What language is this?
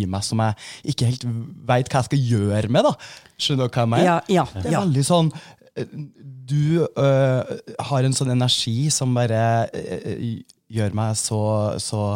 Norwegian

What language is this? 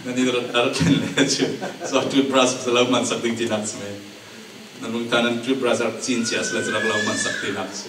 Falam Chin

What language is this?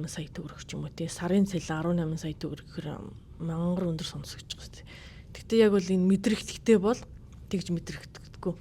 Mongolian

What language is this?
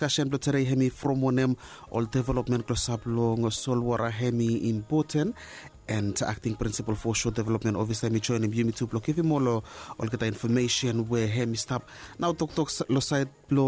Bislama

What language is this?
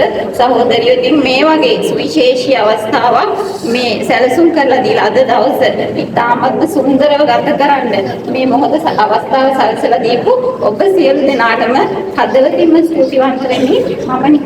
Sinhala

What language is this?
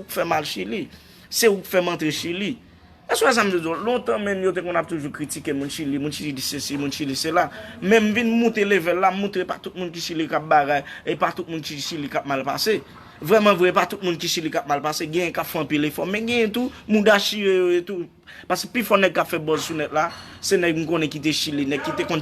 Haitian Creole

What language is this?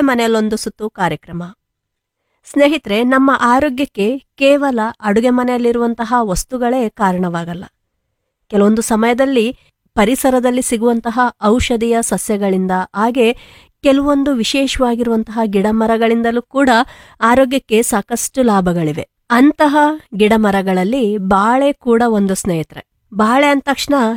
Kannada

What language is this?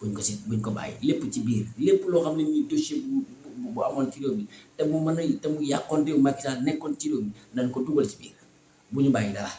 Wolof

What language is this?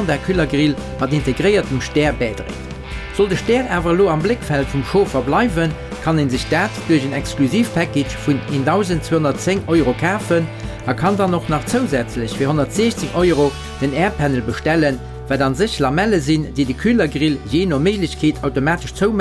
Luxembourgish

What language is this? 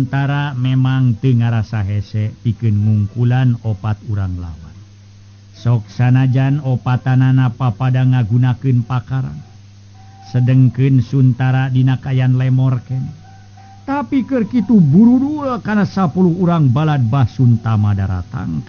Sundanese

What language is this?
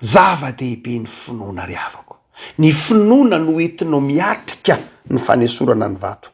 Malagasy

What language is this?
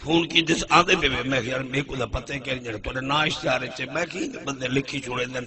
Saraiki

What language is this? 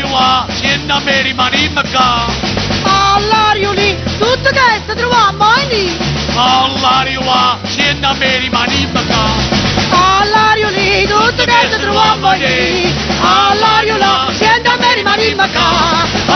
Neapolitan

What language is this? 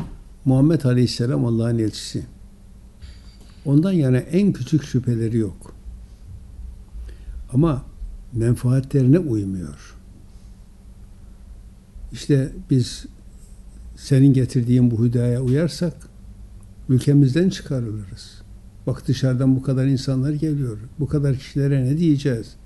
Turkish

